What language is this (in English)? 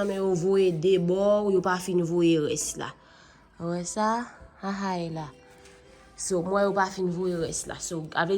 Haitian Creole